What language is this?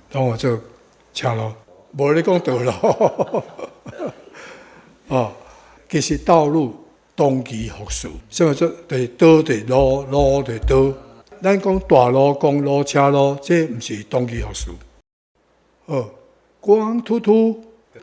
Min Nan Chinese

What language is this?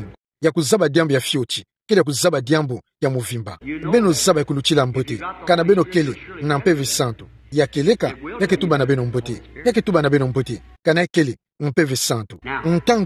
Kituba (Democratic Republic of Congo)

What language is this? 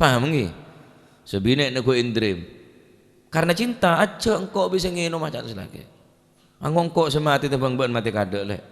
Madurese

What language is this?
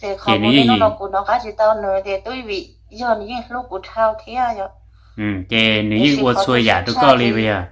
Hmong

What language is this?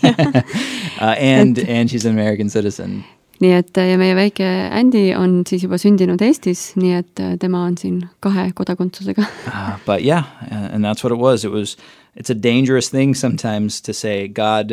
Estonian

